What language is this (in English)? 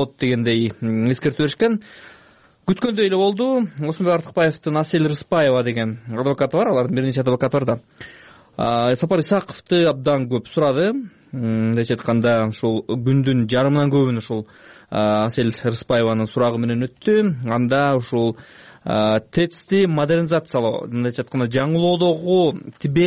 Kyrgyz